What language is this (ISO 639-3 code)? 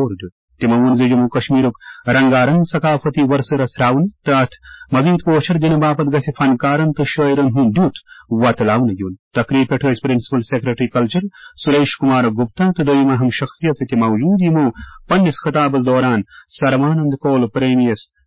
kas